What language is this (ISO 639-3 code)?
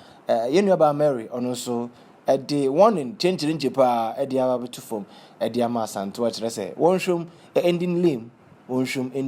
aka